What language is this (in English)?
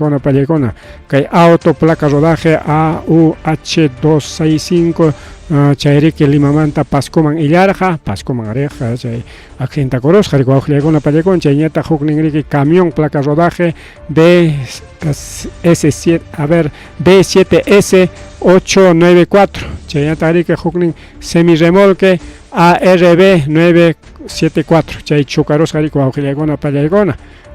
Ayacucho Quechua